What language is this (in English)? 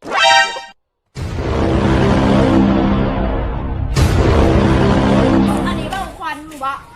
Lao